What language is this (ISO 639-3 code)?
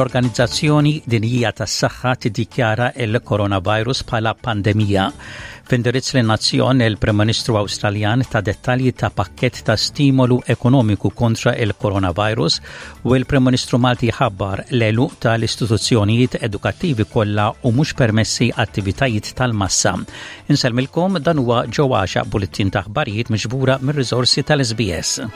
mlt